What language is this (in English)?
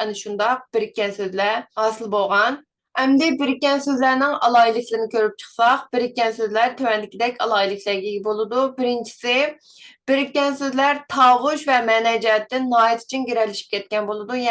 Uyghur